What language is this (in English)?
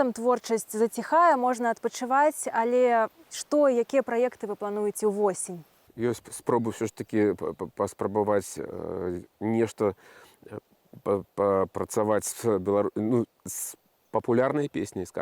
Belarusian